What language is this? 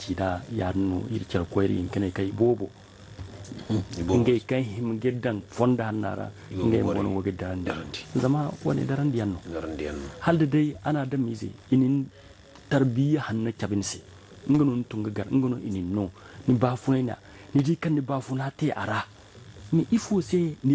Zarma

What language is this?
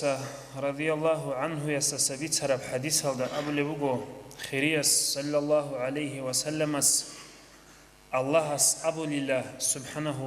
Avaric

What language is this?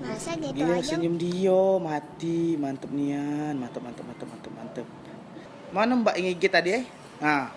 Musi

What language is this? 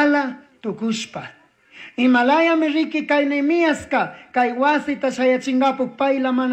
Chimborazo Highland Quichua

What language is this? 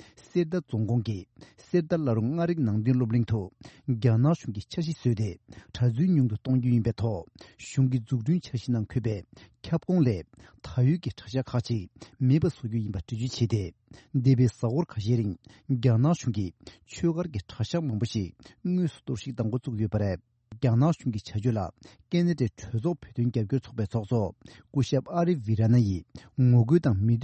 Tibetan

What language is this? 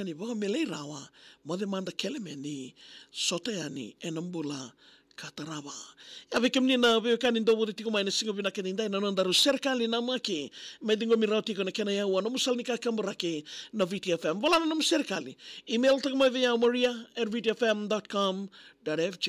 Fijian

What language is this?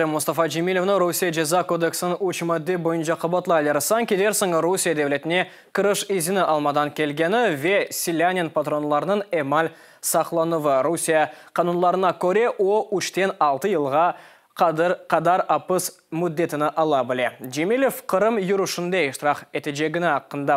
Crimean Tatar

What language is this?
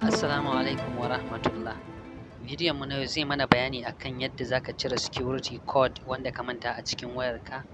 Hausa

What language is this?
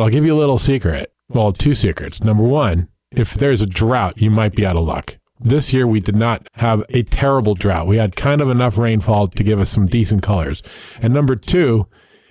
English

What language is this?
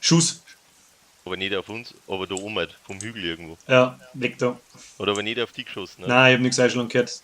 Bavarian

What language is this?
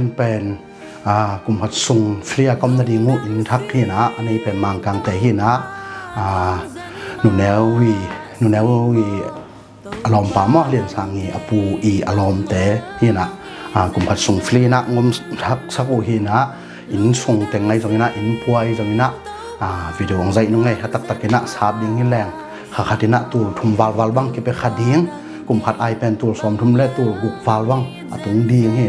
Tedim Chin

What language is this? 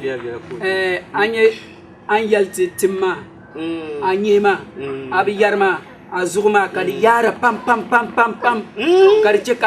Dagbani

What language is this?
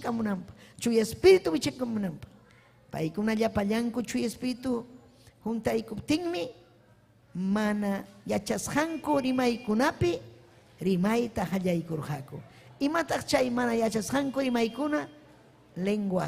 Ayacucho Quechua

